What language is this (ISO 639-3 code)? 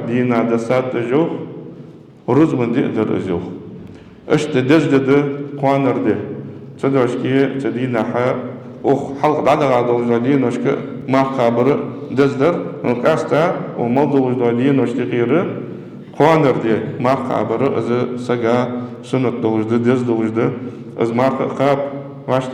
inh